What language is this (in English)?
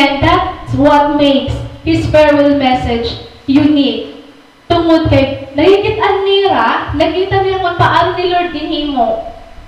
Waray